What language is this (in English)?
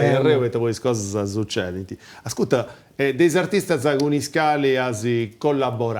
Sardinian